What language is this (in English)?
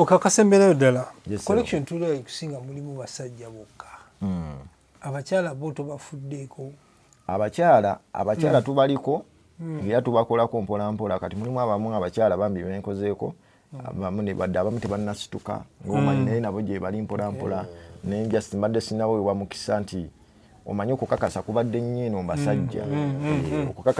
Ganda